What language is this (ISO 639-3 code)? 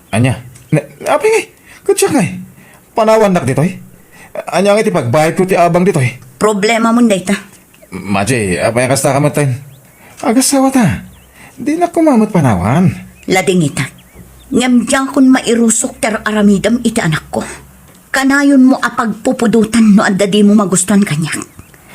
ilo